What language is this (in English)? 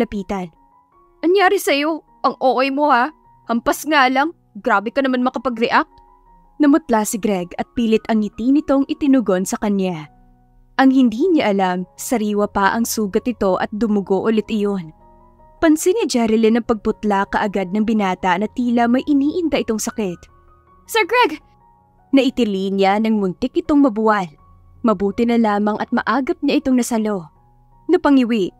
Filipino